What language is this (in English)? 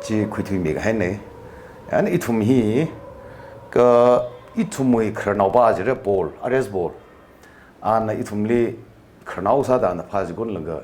Tangkhul Naga (India)